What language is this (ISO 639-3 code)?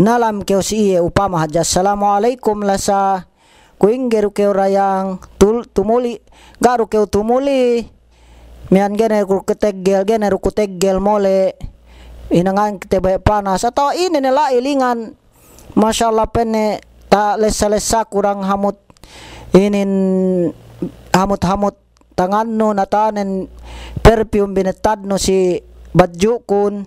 yka